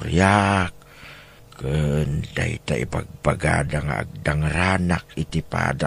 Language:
Iloko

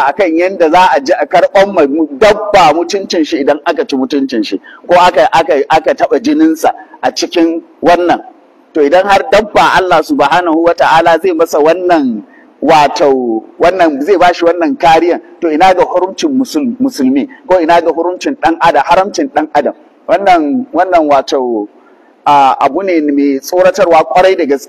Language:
Hausa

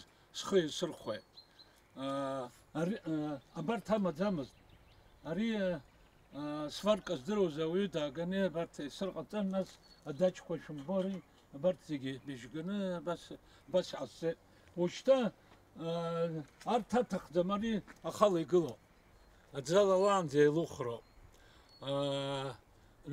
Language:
Abkhazian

